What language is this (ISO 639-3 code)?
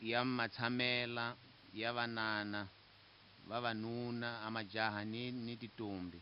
tso